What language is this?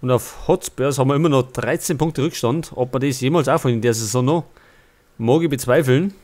Bavarian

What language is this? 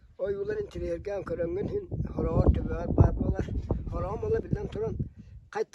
Yakut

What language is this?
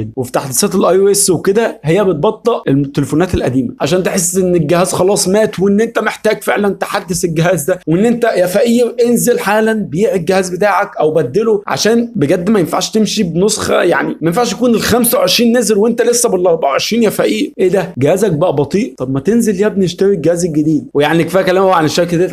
Egyptian Arabic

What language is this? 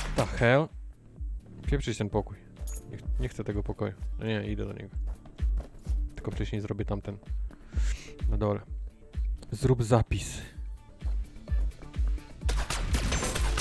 Polish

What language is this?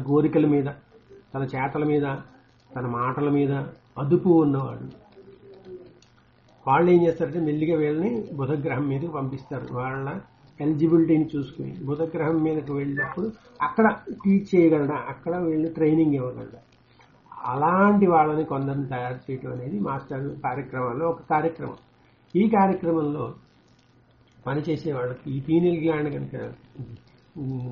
Telugu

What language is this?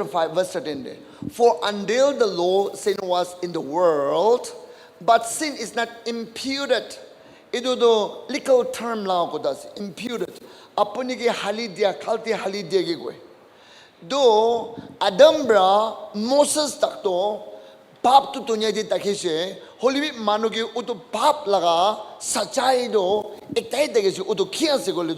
Naga Pidgin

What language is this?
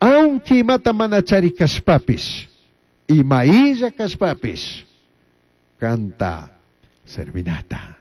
Chimborazo Highland Quichua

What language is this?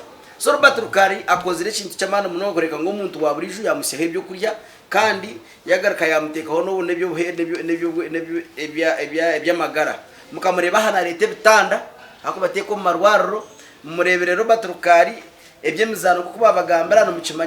Nyankole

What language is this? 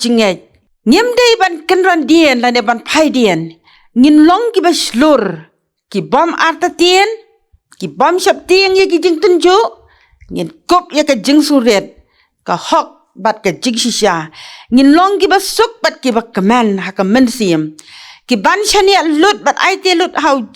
Khasi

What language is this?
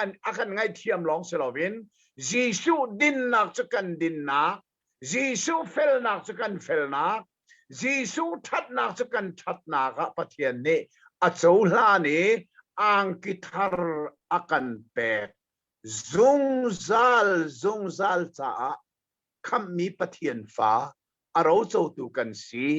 Hakha Chin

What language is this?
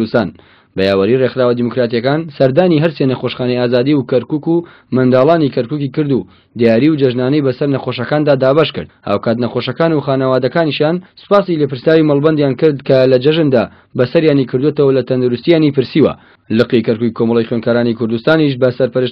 Central Kurdish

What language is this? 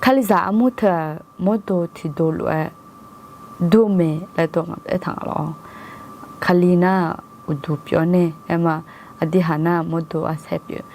Akha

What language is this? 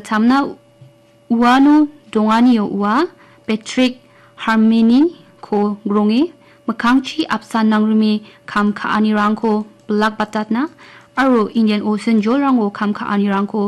Garo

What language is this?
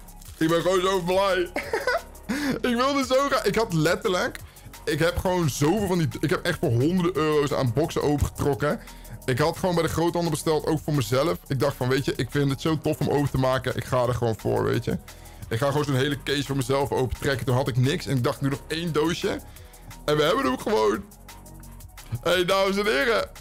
Dutch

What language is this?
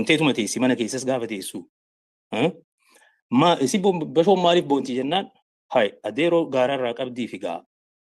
Oromo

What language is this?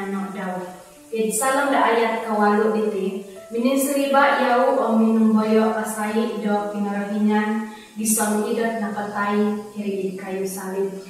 Central Dusun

